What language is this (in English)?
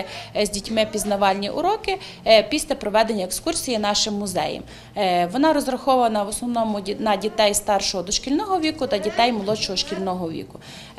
Ukrainian